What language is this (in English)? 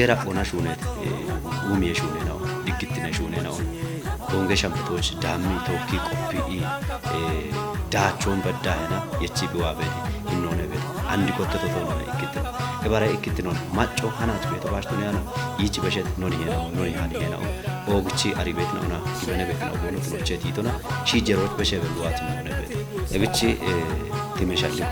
Kafa